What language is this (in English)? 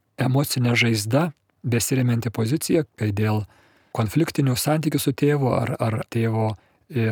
Lithuanian